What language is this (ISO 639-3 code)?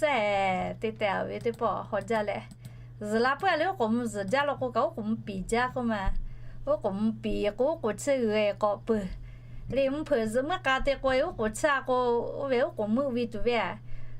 lhu